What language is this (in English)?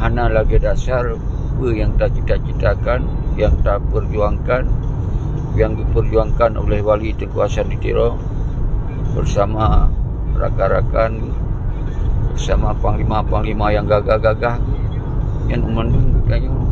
Achinese